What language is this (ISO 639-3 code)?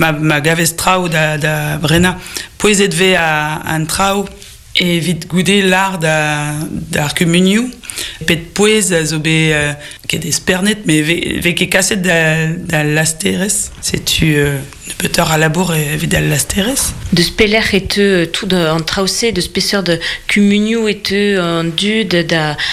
bre